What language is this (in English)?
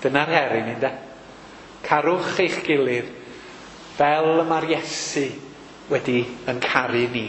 Welsh